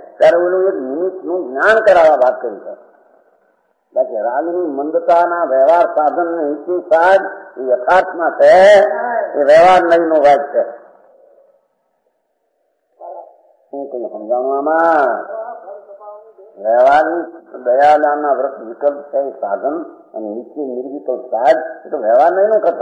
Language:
Gujarati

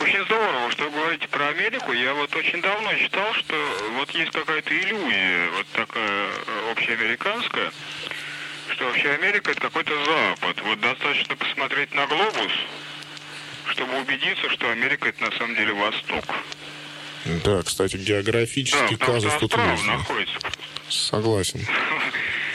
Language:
Russian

